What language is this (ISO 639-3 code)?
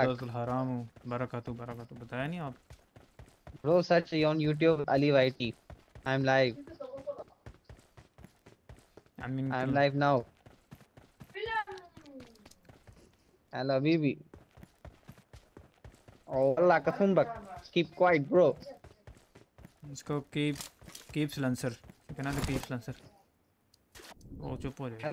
hin